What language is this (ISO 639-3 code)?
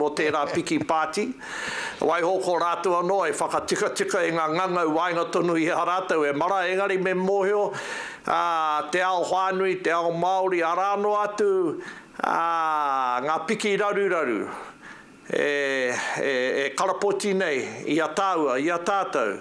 mri